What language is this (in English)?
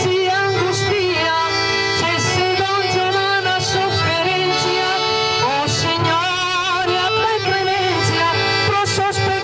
Sardinian